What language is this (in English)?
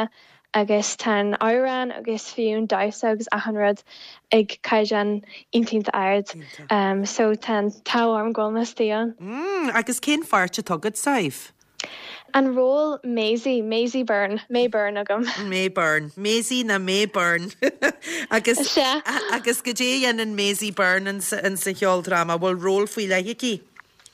Irish